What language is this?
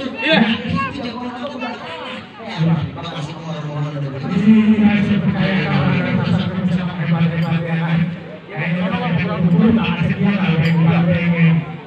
Betawi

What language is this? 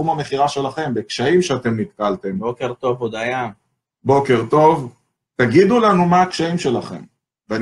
Hebrew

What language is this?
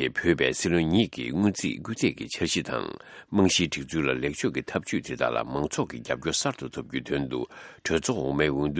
Tibetan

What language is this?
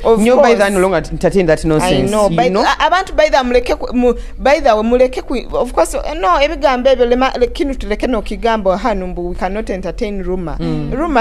Nyoro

